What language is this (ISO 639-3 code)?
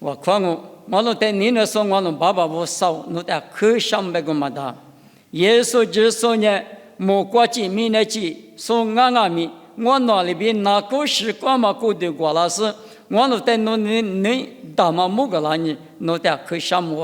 lis